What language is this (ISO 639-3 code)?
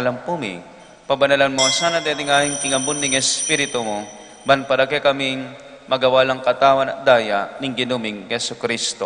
pam